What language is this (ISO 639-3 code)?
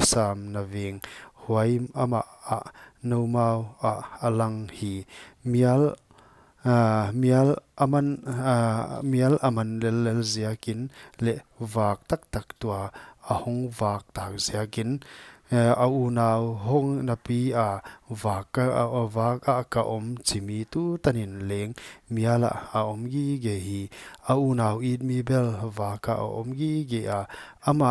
pck